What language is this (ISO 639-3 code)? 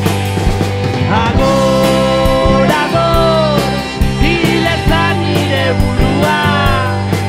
eus